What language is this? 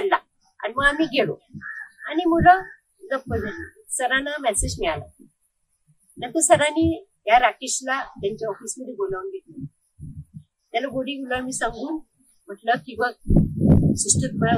Marathi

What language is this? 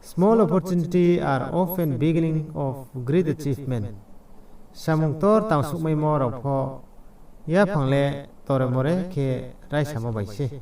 Riang (India)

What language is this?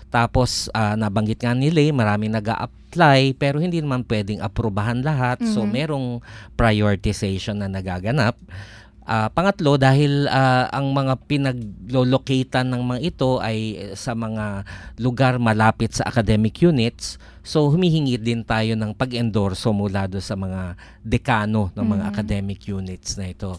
Filipino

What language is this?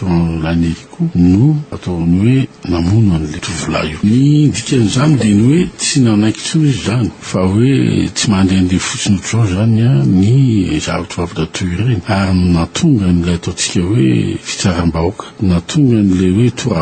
Malagasy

